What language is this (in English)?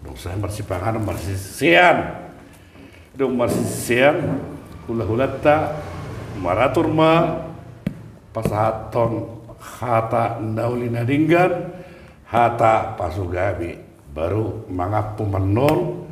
Batak Toba